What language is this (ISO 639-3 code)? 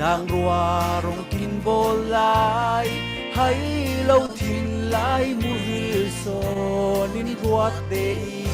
cfm